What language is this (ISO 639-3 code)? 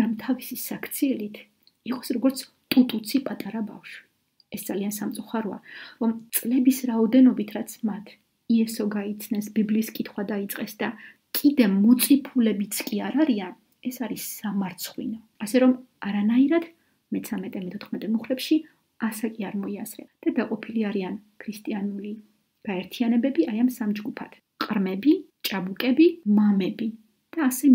kat